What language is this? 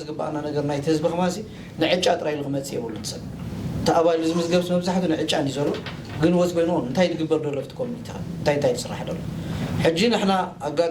Tigrinya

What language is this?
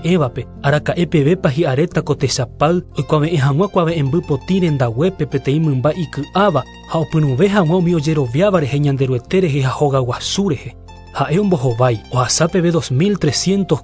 Guarani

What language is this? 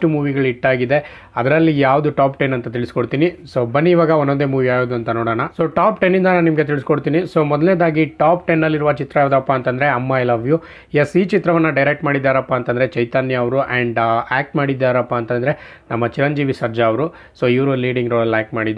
Kannada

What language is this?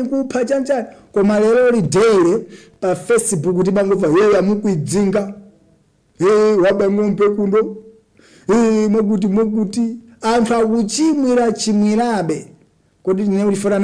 Nyanja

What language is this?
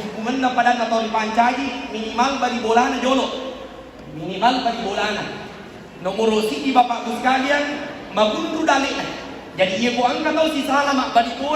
Buginese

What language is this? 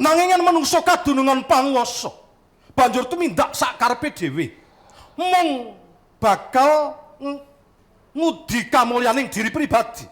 Javanese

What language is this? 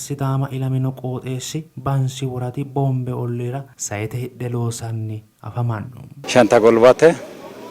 Sidamo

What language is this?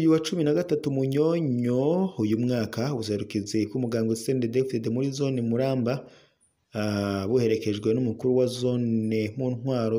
Rundi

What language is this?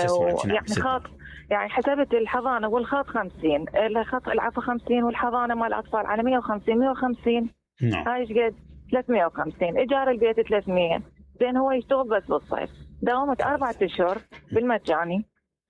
Mesopotamian Arabic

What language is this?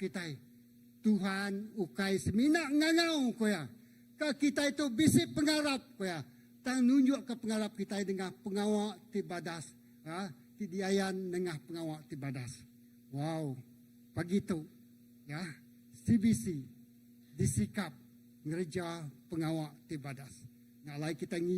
Iban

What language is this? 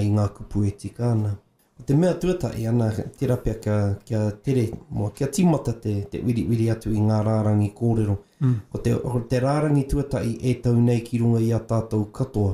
Māori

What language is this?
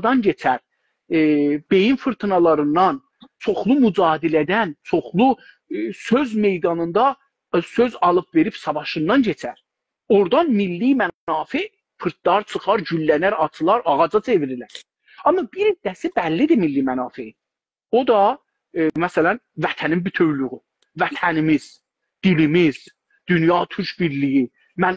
South Azerbaijani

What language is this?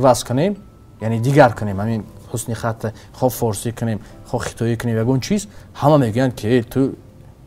Tajik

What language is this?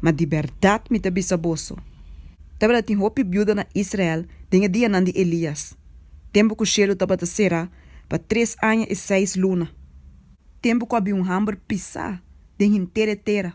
Papiamento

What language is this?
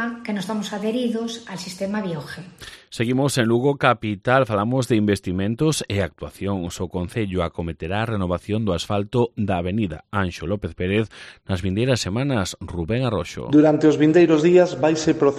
Galician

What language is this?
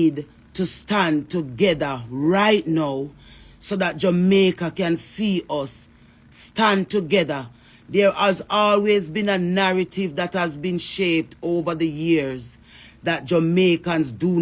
Jamaican Creole English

